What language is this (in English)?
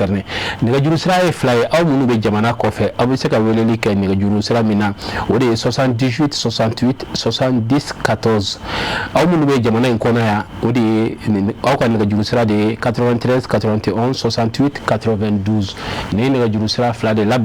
Bambara